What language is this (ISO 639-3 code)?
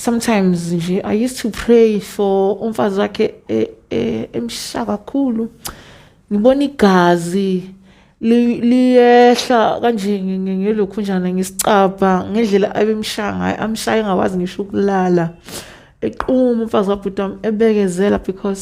zul